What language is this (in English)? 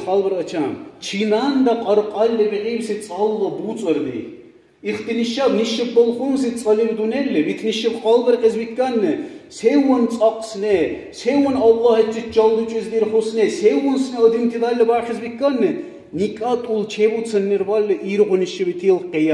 Dargwa